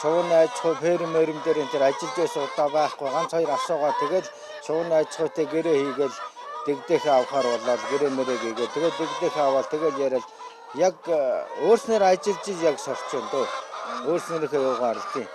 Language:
Mongolian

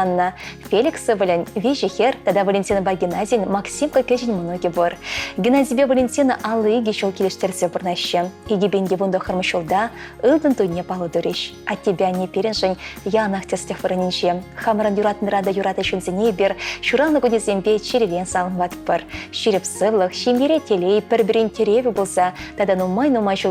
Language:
Chuvash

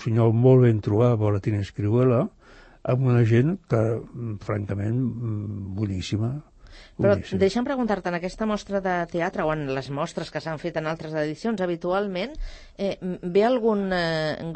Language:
Catalan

